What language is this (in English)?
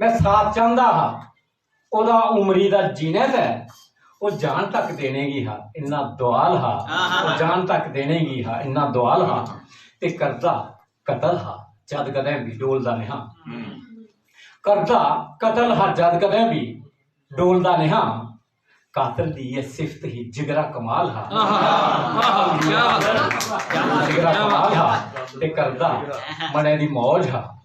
Dogri